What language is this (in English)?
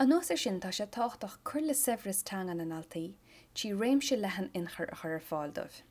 Irish